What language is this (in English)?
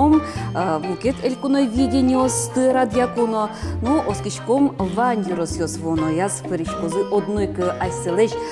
Udmurt